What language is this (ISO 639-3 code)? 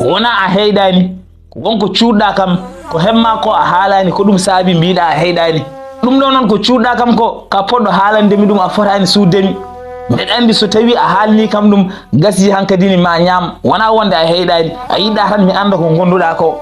ful